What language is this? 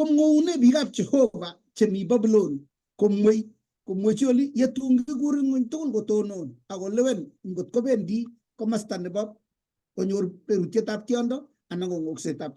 Kalenjin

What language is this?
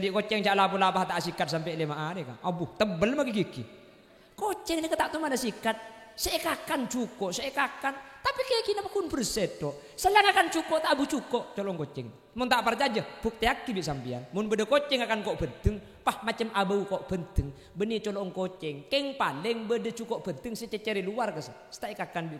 Madurese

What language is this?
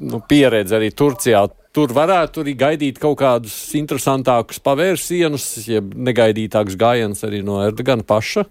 Latvian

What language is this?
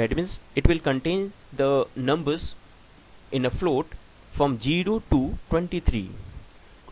English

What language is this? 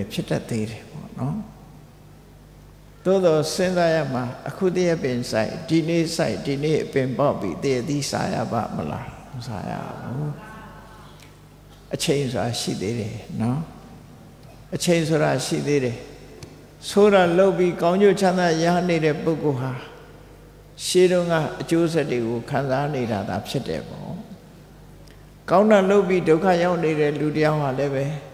Burmese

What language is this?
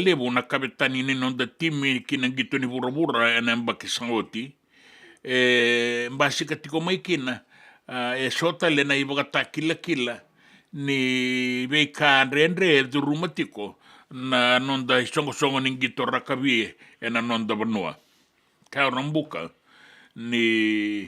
Fijian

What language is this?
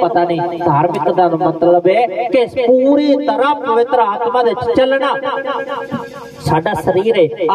Punjabi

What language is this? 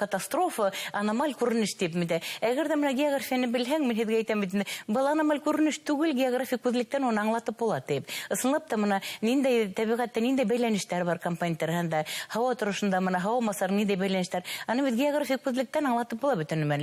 Bashkir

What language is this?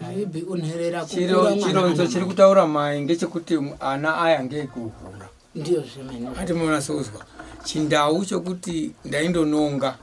Shona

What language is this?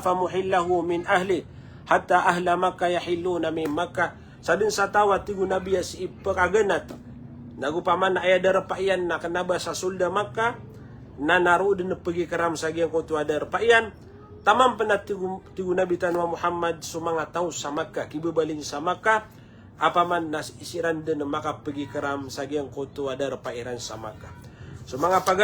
Maranao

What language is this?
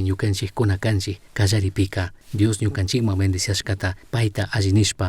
Chimborazo Highland Quichua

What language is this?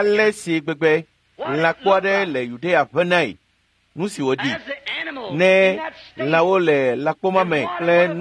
Ewe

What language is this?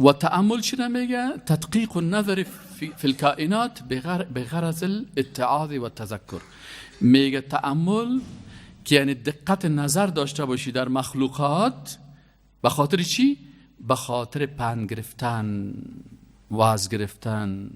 Persian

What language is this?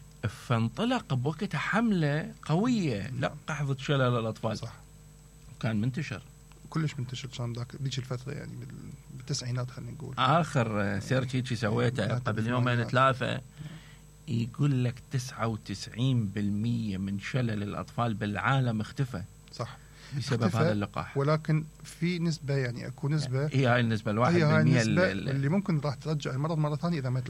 Mesopotamian Arabic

